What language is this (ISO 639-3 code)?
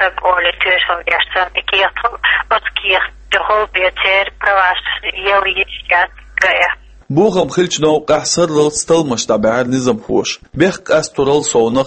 che